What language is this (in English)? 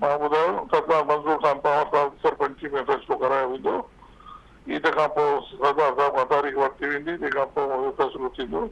Sindhi